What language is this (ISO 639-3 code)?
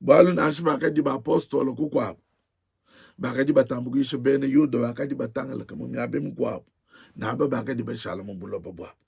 lua